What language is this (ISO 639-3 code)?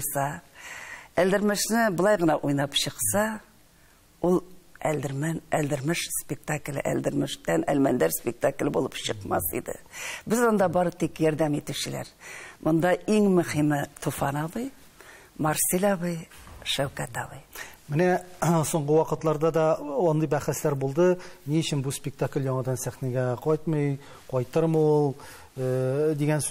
tat